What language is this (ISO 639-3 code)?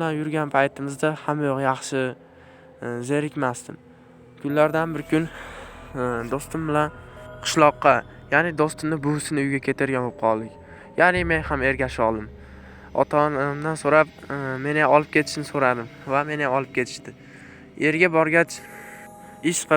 uzb